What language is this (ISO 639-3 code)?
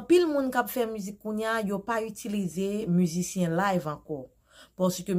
hat